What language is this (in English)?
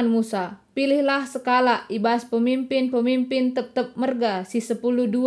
Batak Karo